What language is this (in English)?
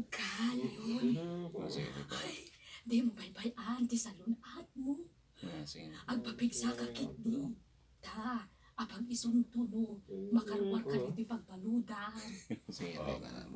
Iloko